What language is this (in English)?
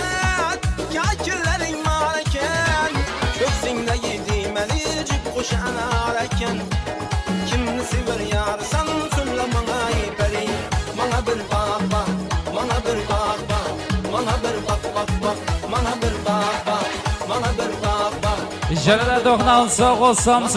Kara-Kalpak